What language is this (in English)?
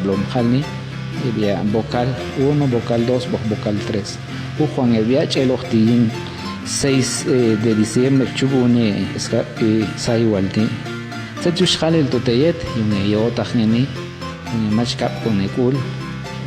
Popti'